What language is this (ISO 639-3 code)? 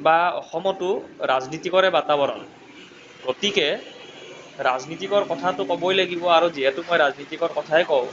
asm